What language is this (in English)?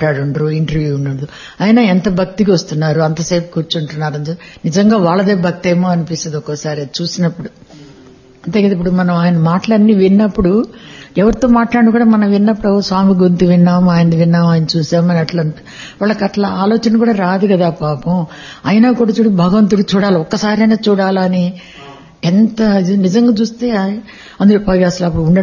Telugu